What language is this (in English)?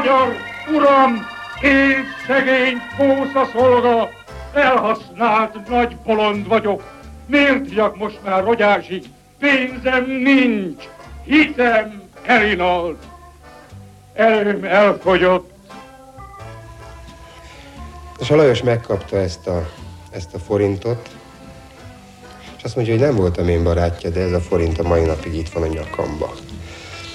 Hungarian